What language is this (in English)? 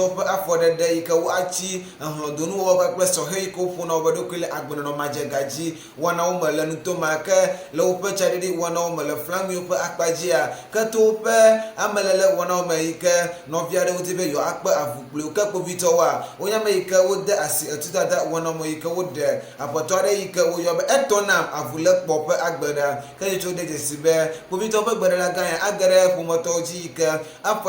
Ewe